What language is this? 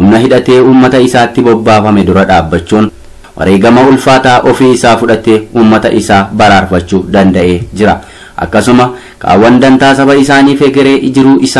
Oromo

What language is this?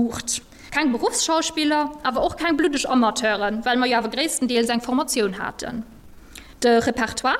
Luxembourgish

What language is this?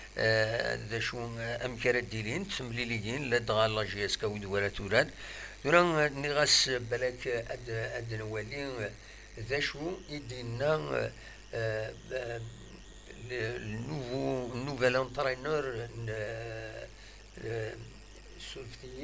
Kabyle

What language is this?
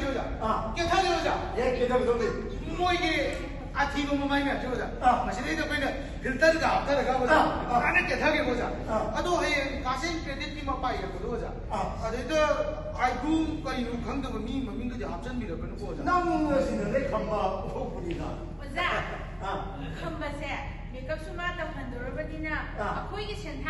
Manipuri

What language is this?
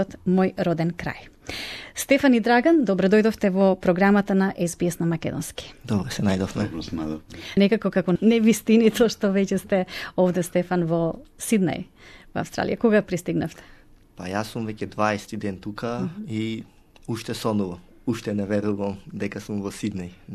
Macedonian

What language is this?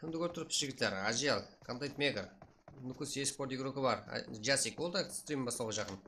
Kara-Kalpak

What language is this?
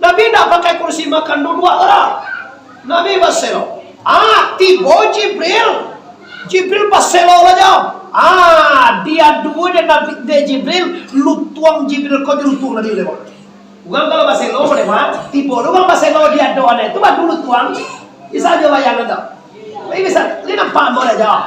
Minangkabau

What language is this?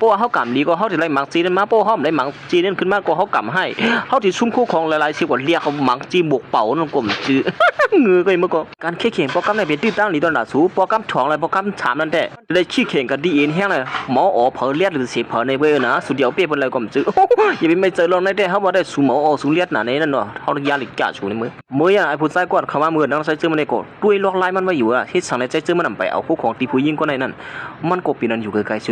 Shan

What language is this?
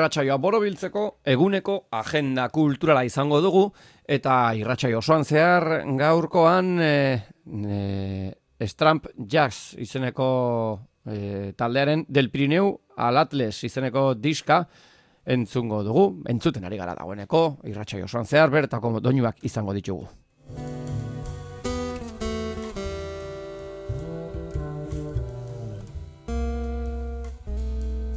Basque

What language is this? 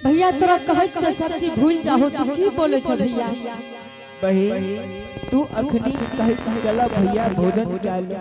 Angika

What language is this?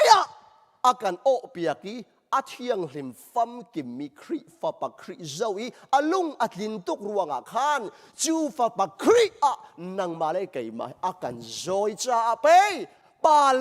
Hakha Chin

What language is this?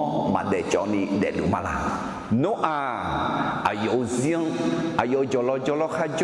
Akha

